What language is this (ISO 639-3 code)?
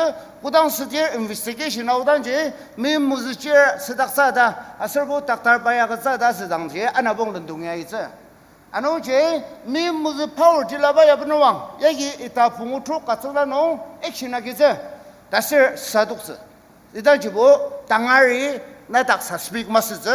njo